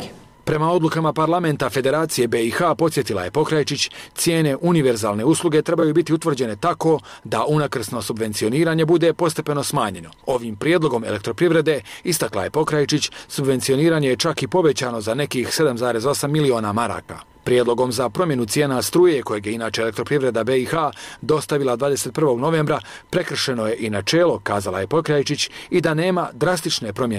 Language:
Bosnian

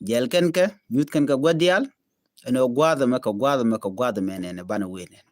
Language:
Nuer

